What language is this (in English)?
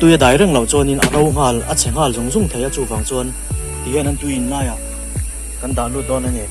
Mizo